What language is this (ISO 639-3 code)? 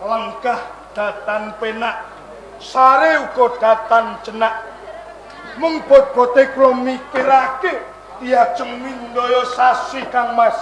jav